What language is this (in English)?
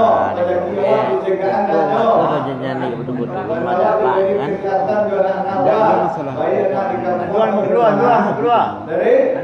Minangkabau